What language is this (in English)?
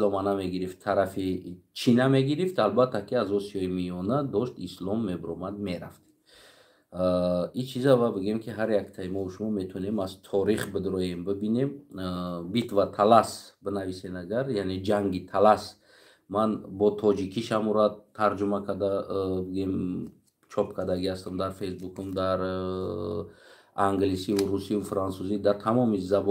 Tajik